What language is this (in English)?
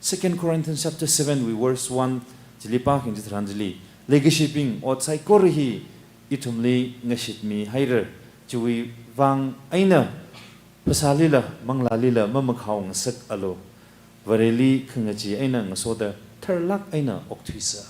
Tangkhul Naga (India)